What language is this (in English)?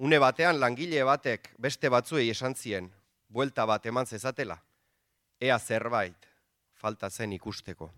Basque